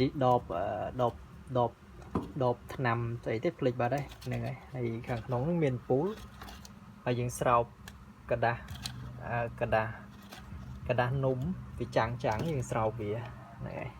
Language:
Khmer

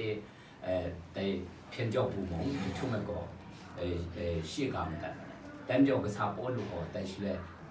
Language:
Kachin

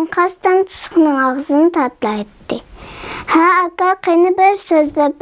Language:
Uyghur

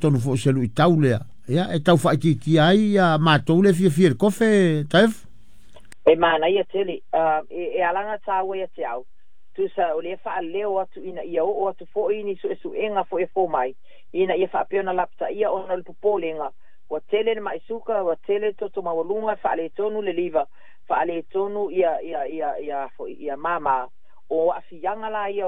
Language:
Samoan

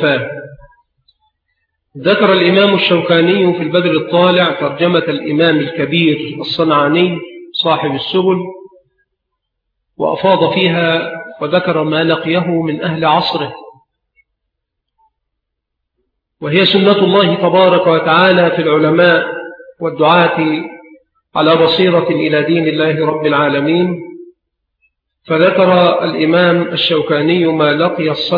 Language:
Arabic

